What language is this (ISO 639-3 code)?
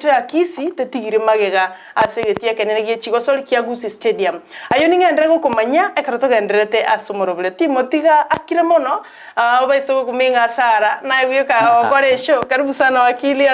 guz